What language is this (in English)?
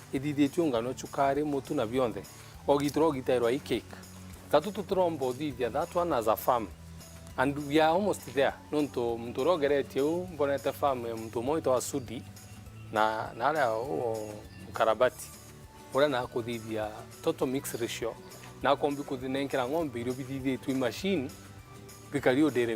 Meru